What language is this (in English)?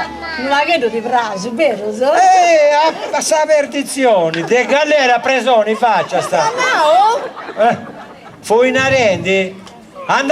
Sardinian